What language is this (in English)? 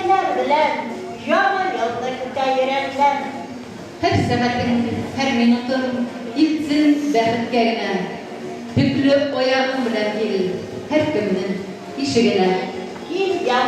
Bashkir